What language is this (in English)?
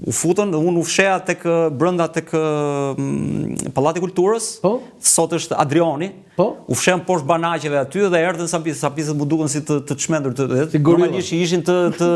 Albanian